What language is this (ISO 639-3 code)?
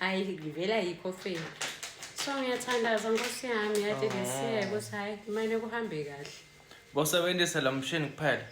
zul